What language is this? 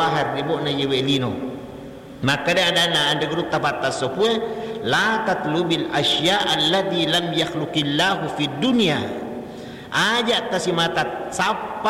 Buginese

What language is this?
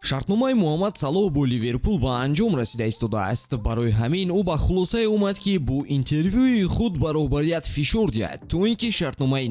Tajik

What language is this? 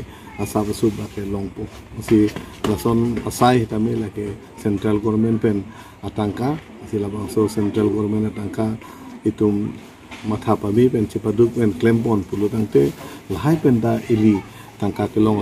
Karbi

